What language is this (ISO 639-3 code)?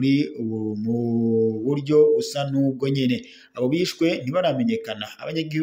run